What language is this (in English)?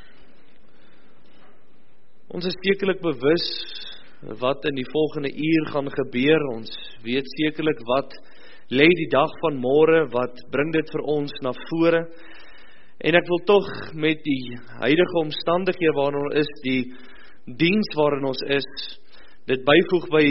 Afrikaans